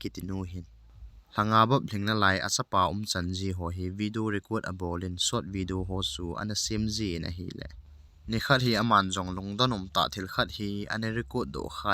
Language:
Thado Chin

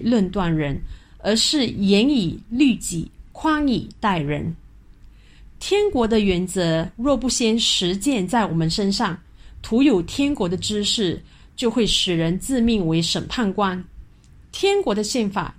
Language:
Chinese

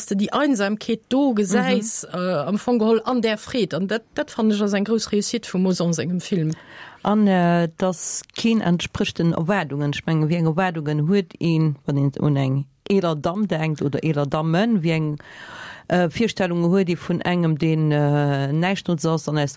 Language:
Luxembourgish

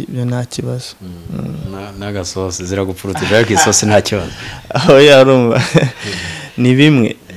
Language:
Kinyarwanda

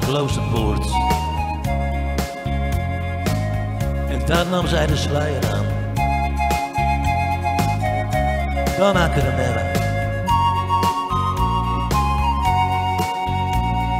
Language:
Dutch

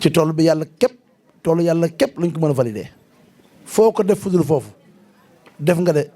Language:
Wolof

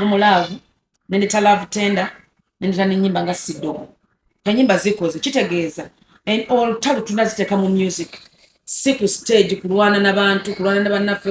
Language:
Ganda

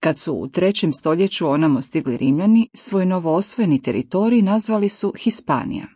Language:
Croatian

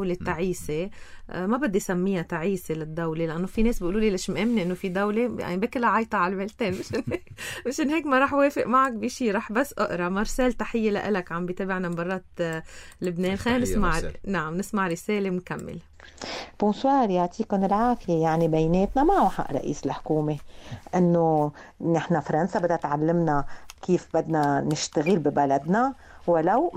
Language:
North Levantine Arabic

